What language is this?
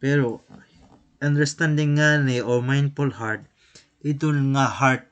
Waray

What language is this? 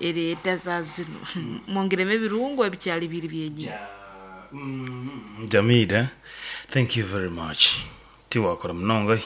Nyoro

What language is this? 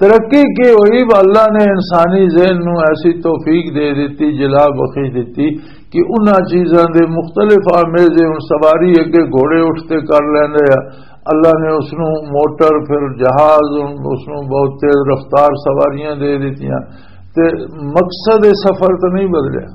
Western Panjabi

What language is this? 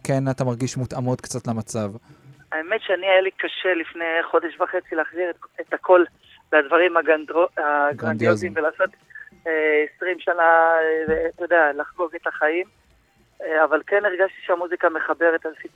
Hebrew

